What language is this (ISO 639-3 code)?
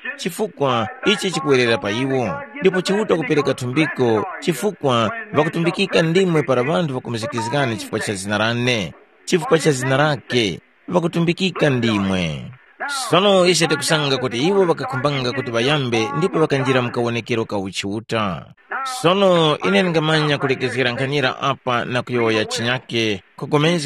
tum